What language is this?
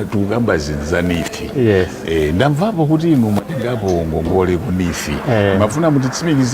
Nyanja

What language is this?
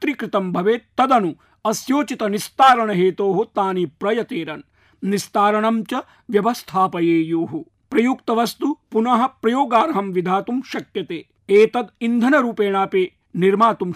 Sanskrit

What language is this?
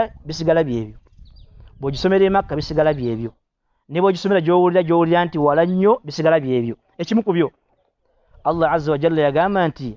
Ganda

